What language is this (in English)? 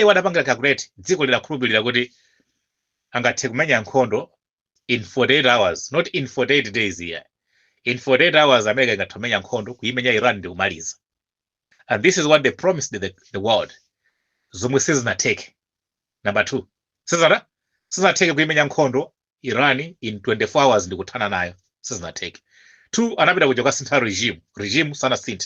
Nyanja